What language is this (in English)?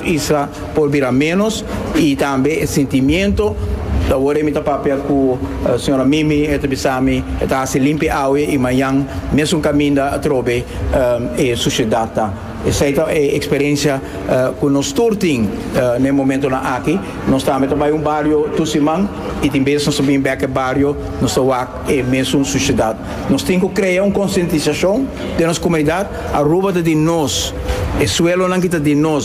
Papiamento